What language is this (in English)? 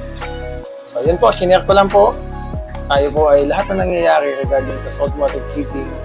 Filipino